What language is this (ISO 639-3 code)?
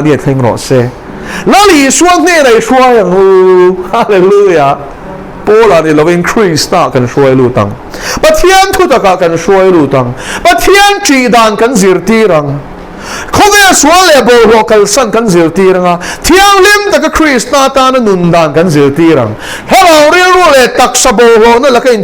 lus